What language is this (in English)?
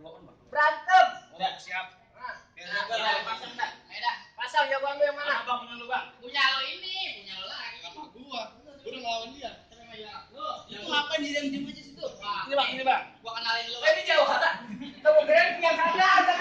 Betawi